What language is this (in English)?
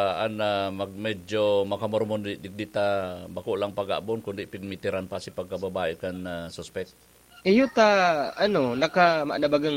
Bikol